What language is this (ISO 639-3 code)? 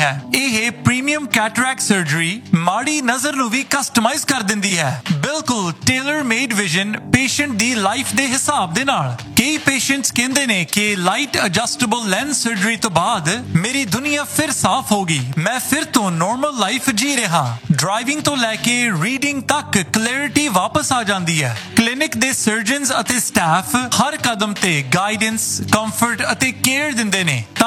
pan